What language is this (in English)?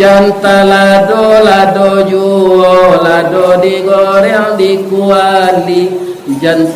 Minangkabau